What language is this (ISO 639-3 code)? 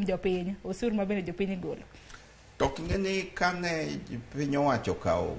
luo